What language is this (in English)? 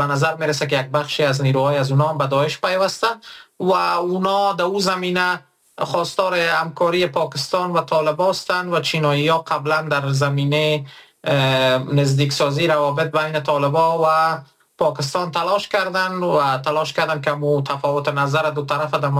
Persian